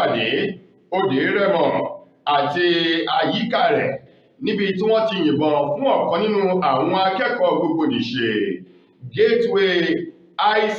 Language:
Yoruba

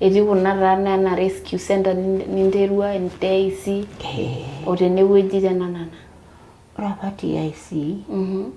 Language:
Masai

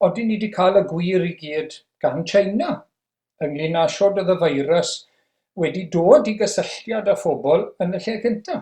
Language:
Welsh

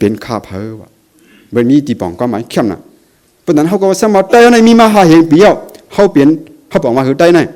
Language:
Shan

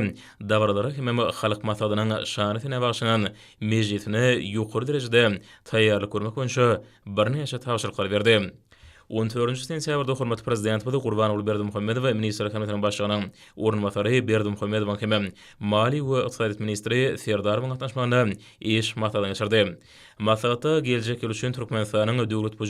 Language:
Turkmen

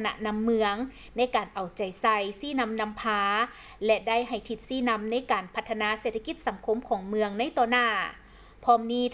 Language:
Lao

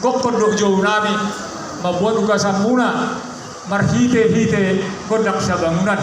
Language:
Batak Toba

